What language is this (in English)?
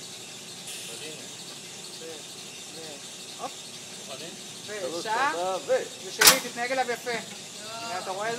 Hebrew